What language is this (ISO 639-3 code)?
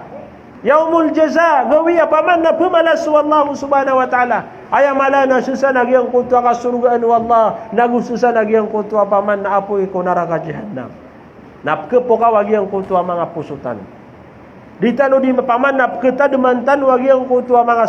mrw